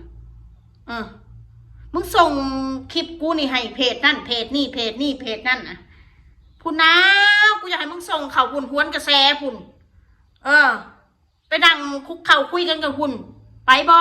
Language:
Northeastern Thai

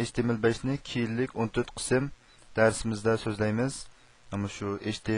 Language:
Uyghur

